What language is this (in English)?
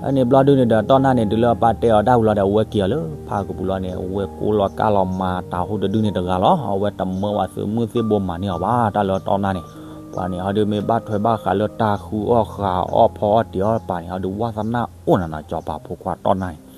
S'gaw Karen